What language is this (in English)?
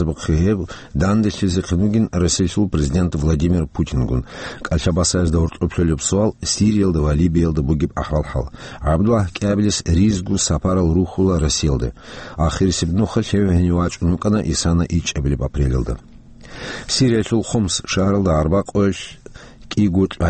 Avaric